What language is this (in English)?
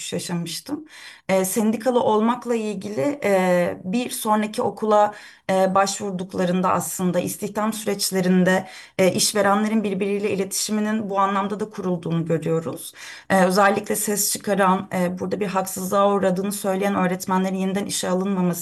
Turkish